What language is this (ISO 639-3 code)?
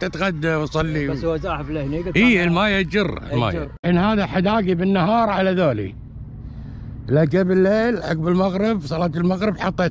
afb